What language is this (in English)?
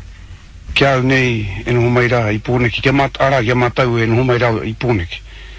Māori